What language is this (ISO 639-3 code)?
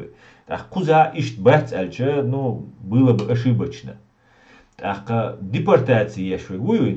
che